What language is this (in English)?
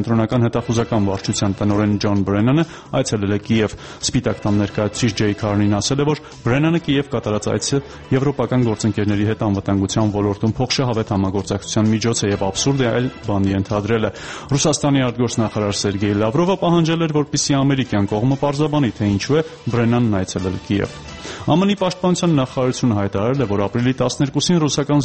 Armenian